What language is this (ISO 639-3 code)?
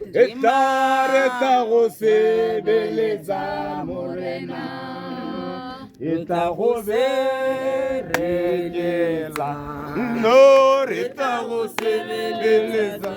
tsn